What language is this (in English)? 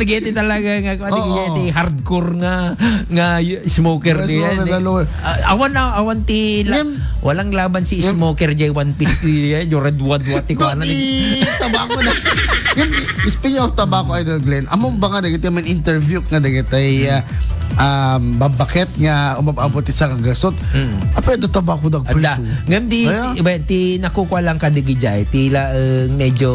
Iloko